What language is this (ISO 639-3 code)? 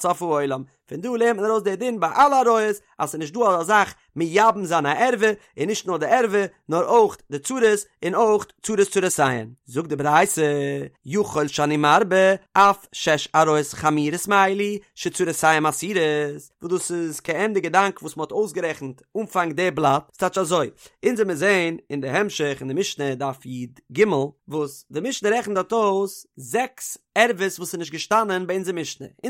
yid